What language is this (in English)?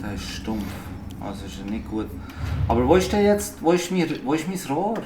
Swiss German